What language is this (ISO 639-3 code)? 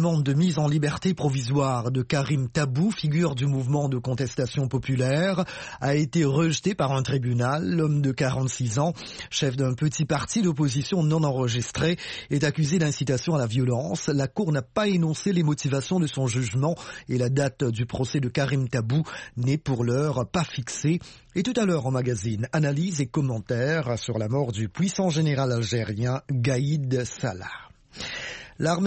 fra